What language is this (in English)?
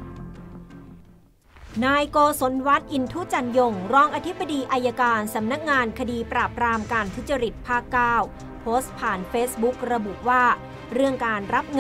Thai